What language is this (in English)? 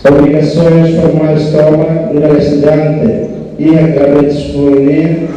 Tetum